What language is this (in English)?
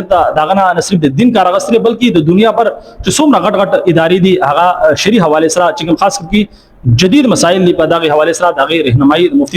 Pashto